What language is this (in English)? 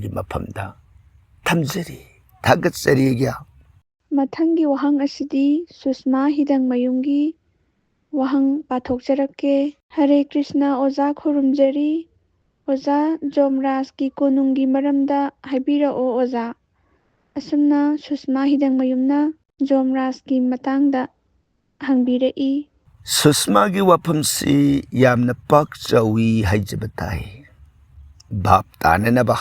Manipuri